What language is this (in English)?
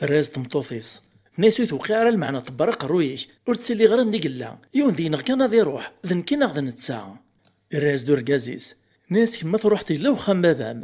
Kabyle